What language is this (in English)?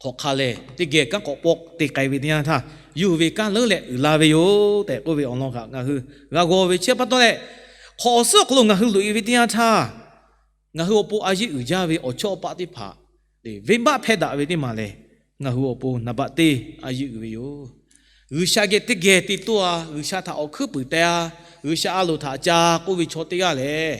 Lahu